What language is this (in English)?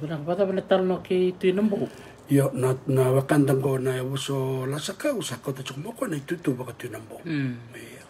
Fijian